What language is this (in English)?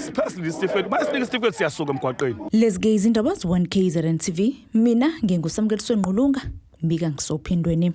Zulu